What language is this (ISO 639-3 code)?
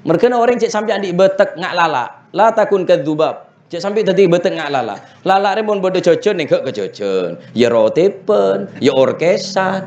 mad